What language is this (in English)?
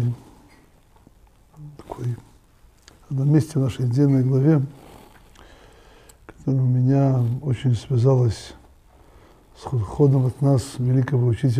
Russian